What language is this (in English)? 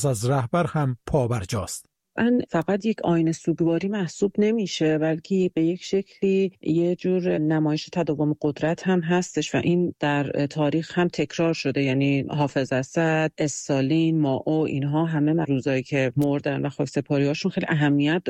Persian